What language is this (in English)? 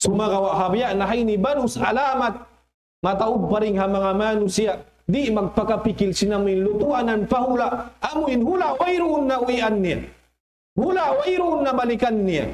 Tausug